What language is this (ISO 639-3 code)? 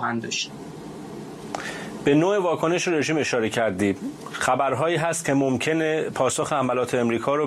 fas